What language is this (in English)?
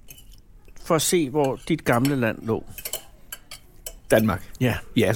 Danish